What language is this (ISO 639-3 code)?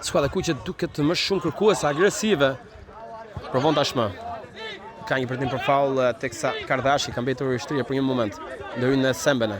sqi